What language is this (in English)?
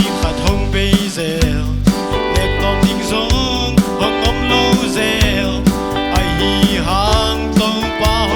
Tedim Chin